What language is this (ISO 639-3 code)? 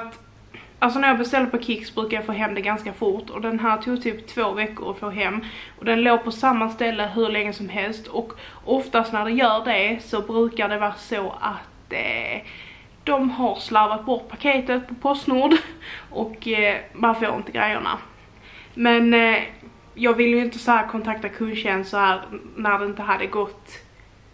swe